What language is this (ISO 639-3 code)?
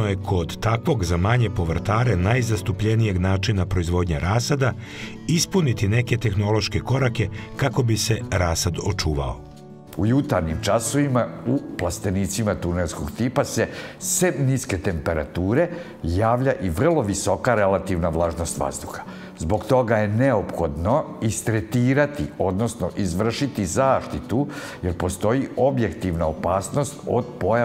srp